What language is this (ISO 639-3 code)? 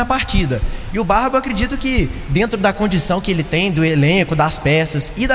por